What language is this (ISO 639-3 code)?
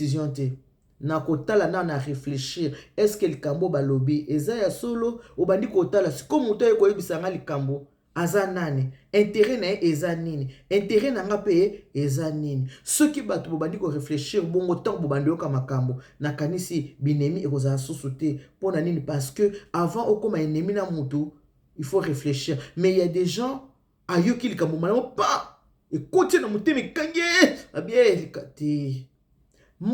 lin